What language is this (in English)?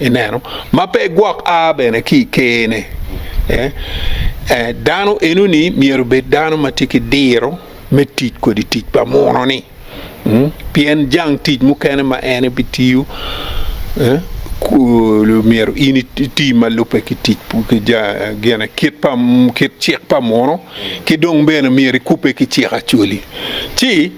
Acoli